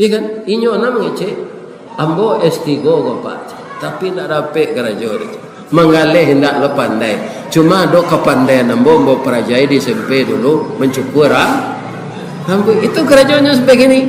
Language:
Minangkabau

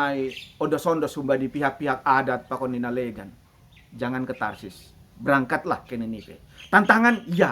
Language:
Batak Simalungun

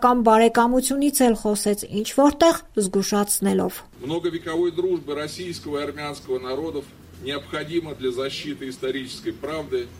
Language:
Armenian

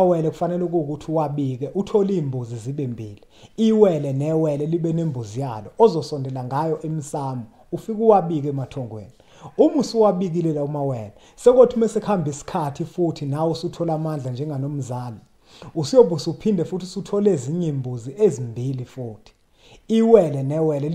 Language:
Zulu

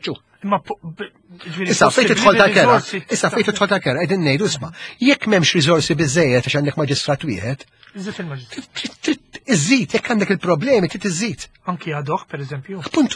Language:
Maltese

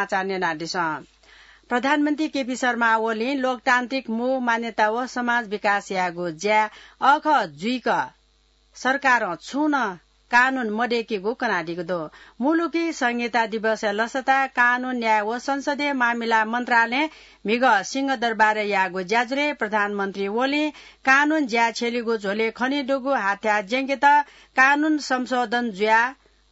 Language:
Newari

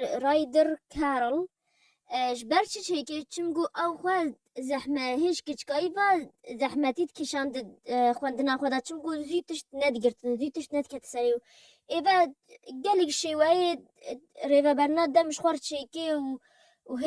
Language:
Kurdish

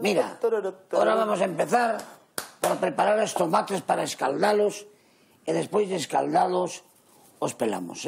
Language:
Galician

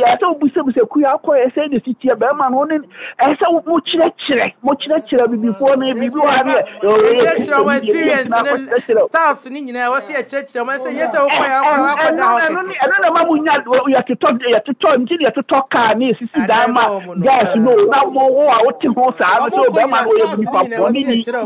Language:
Akan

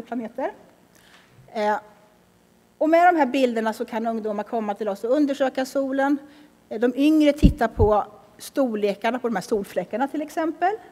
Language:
Swedish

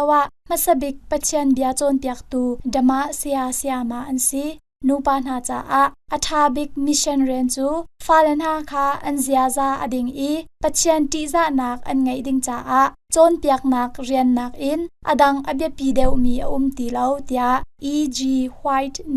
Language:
Hakha Chin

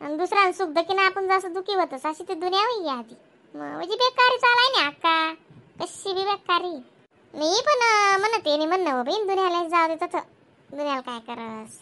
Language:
Khandesi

